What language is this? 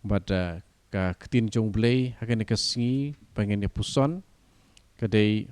Khasi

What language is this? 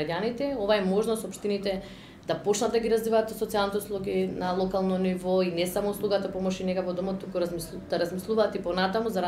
Macedonian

